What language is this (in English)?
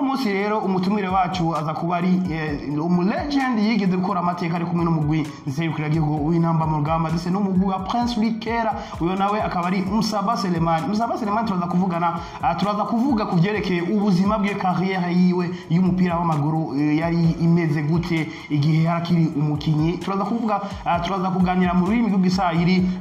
Swahili